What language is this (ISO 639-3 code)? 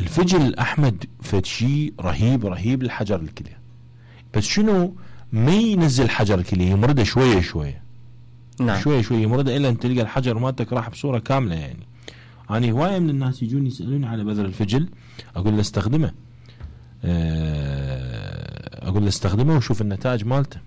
acm